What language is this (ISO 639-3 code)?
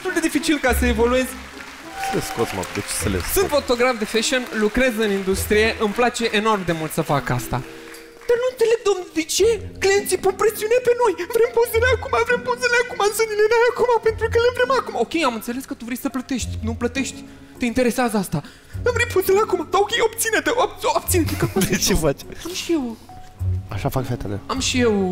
ron